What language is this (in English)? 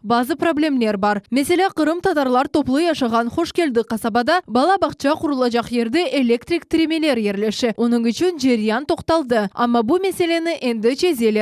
Crimean Tatar